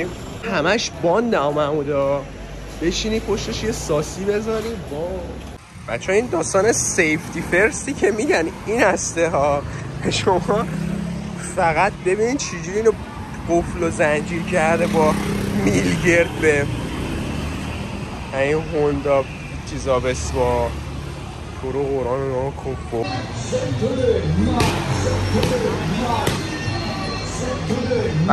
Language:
Persian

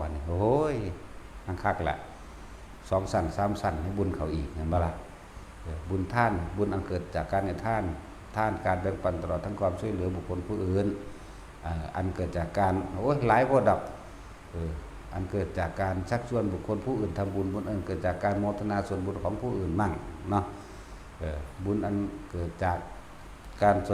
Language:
Northeastern Thai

